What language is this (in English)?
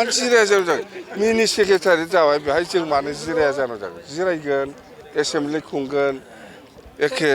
Bodo